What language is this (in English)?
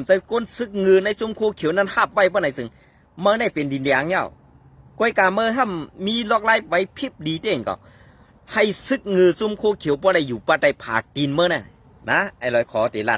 Shan